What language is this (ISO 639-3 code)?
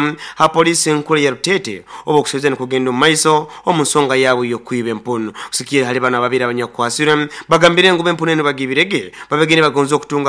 nyo